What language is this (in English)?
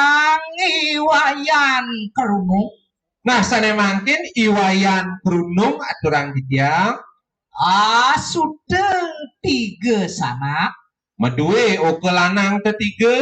Balinese